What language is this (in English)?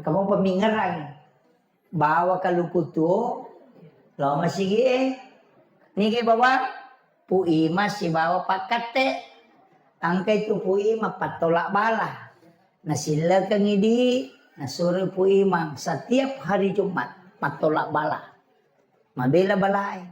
Buginese